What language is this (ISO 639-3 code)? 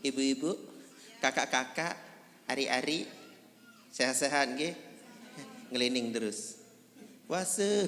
sas